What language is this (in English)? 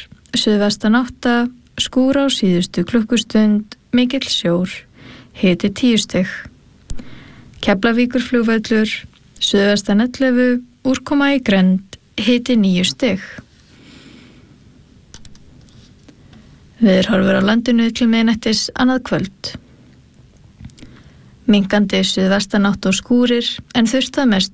Icelandic